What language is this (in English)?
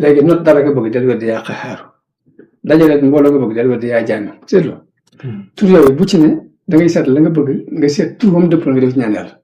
Wolof